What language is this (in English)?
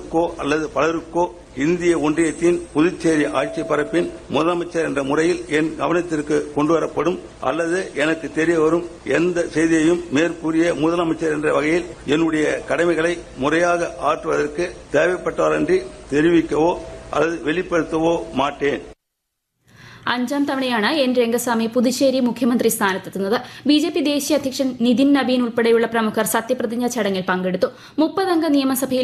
Malayalam